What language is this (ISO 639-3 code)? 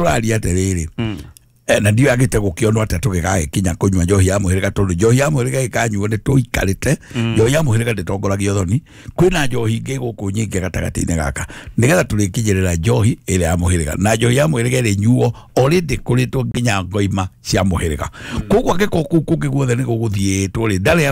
kik